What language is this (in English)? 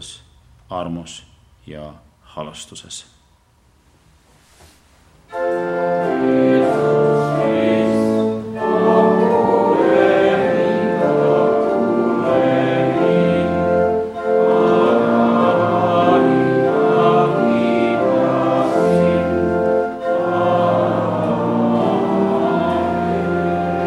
Estonian